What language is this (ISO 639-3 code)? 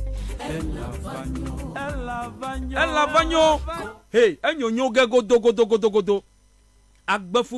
ewe